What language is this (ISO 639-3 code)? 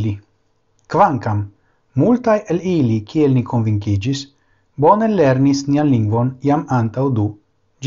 epo